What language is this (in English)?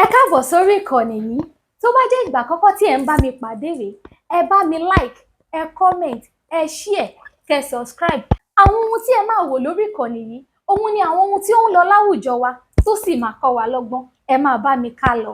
Yoruba